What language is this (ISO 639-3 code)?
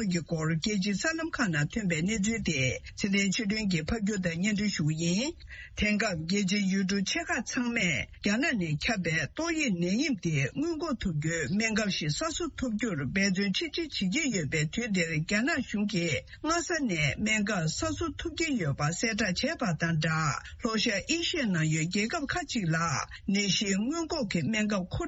bod